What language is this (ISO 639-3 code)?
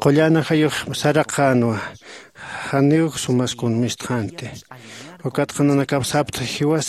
aym